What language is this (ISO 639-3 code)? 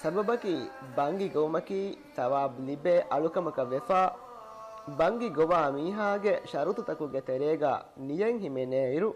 div